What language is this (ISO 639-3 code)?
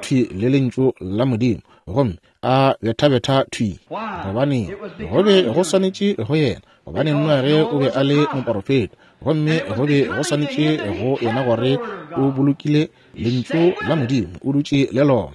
nso